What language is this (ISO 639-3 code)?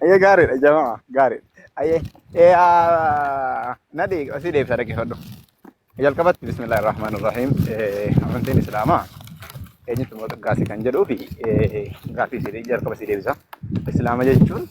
orm